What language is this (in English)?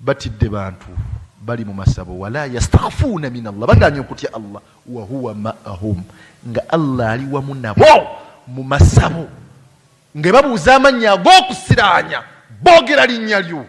Ganda